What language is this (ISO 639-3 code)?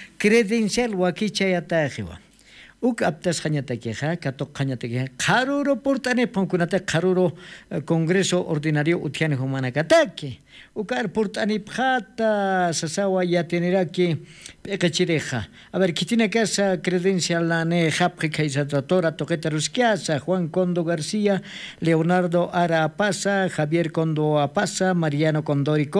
aym